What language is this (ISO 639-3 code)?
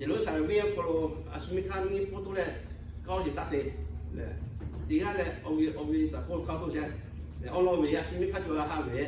lhu